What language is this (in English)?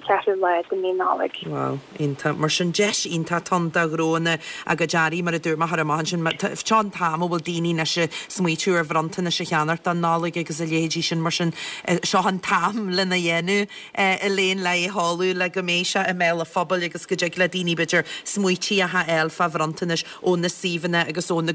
Irish